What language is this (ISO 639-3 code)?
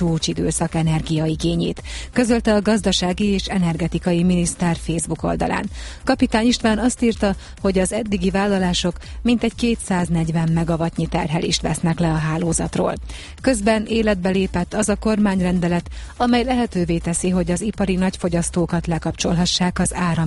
hun